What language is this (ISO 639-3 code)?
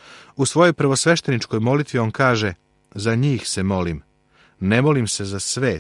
srp